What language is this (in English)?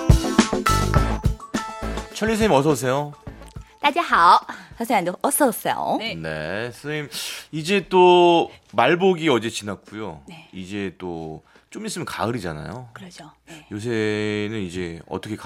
Korean